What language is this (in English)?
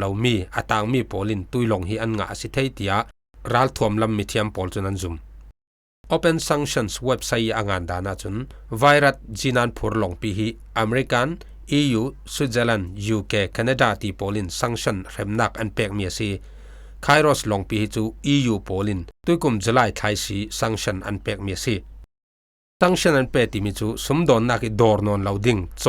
Falam Chin